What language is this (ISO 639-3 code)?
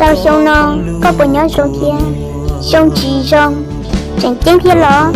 hmn